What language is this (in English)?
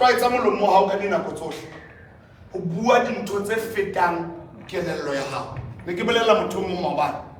Southern Sotho